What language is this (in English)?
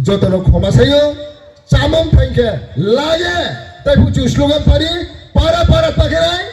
Riang (India)